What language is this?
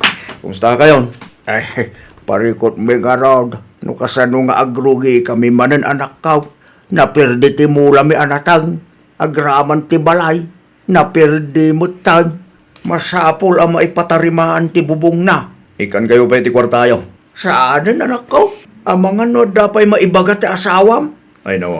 Iloko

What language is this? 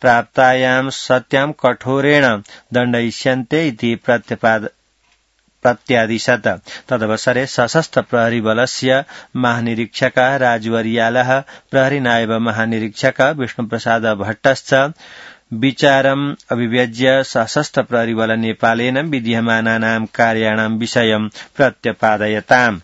Sanskrit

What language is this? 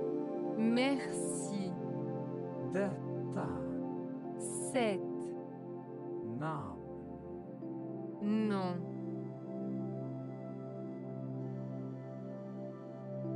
French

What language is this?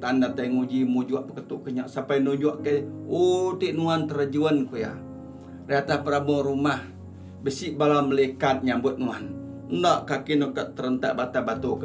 Iban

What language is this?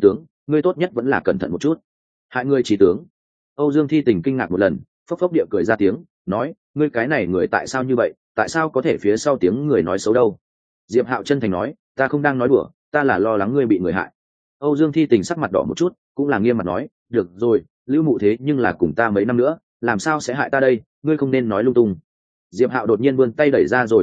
Vietnamese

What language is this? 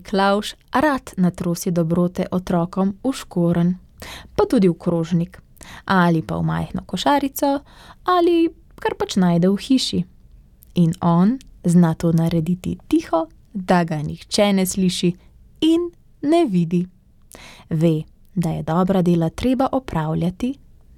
Slovenian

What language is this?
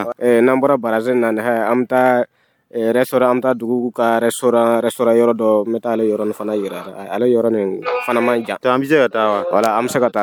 Dyula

